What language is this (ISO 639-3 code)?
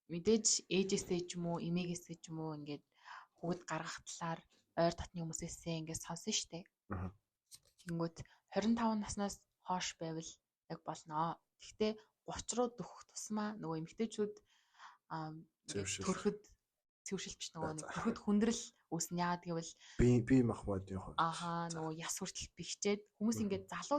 mon